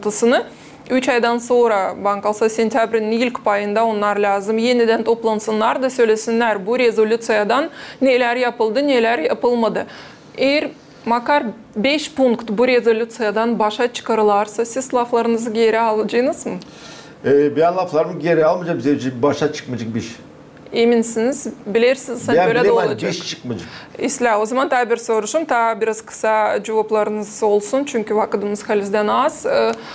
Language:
Gagauz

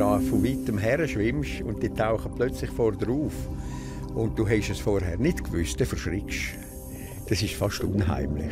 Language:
Romansh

